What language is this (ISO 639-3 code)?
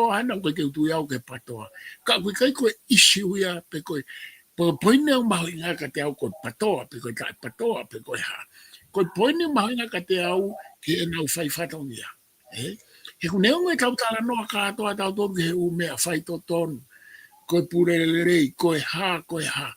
ton